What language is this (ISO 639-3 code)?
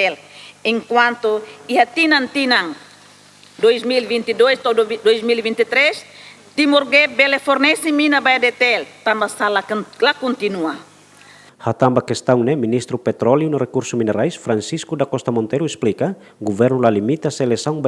tet